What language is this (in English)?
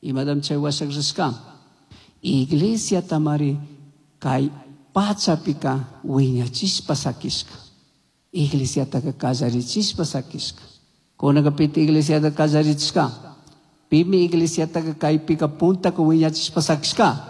Chimborazo Highland Quichua